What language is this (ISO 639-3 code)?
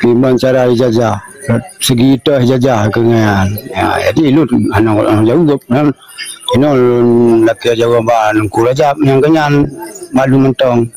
ace